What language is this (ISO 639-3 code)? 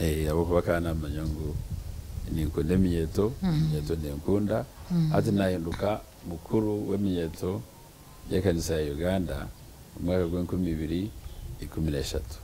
nyn